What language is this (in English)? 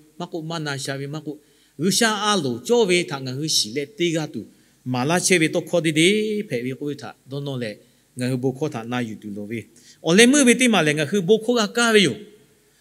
Lahu